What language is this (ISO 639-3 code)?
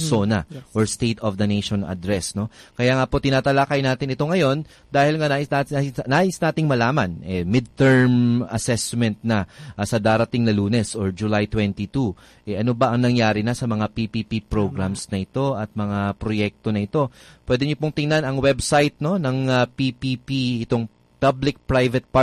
fil